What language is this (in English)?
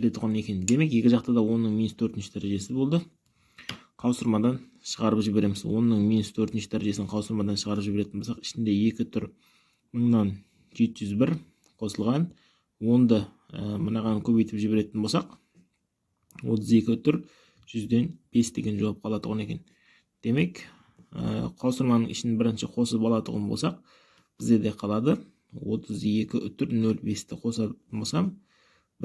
Kazakh